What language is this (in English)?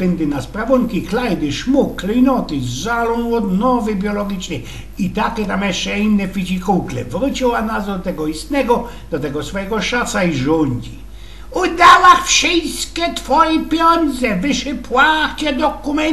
Silesian